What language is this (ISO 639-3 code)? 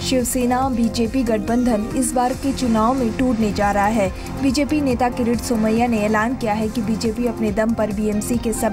hin